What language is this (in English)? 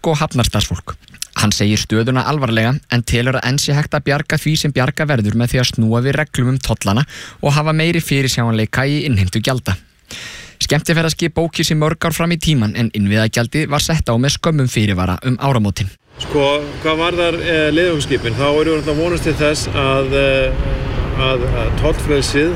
Icelandic